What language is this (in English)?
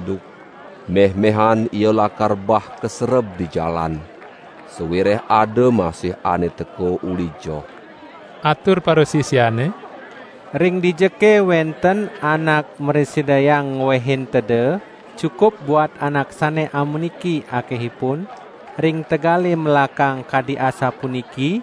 Balinese